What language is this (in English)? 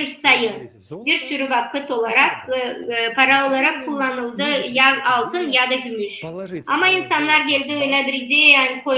Gagauz